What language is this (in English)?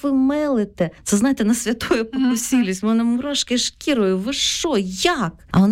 Ukrainian